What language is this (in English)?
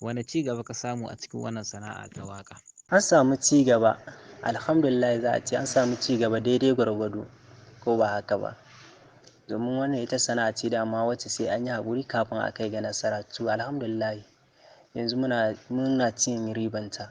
Hausa